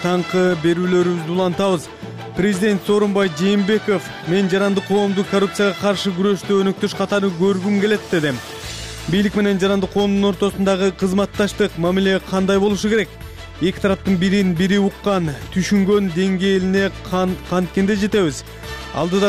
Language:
Kyrgyz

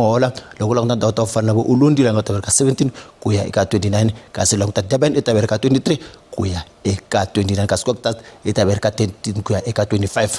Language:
Tsonga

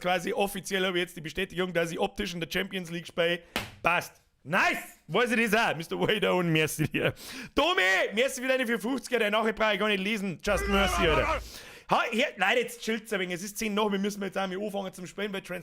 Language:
Bavarian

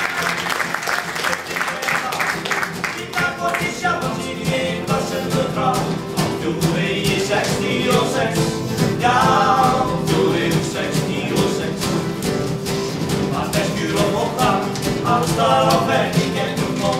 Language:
Icelandic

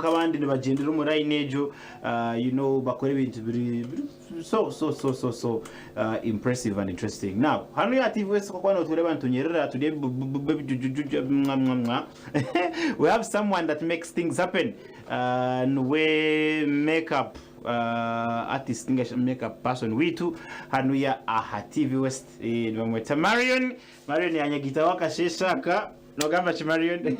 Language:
Nyankole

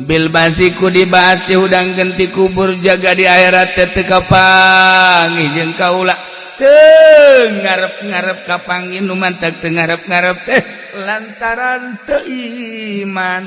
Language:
Sundanese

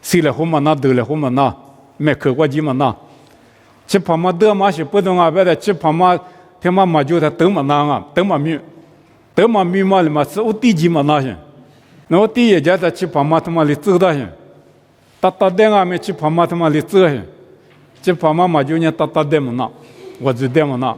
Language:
Lisu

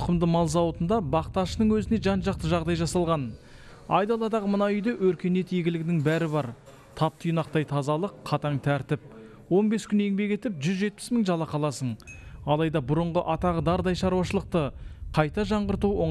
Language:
Kazakh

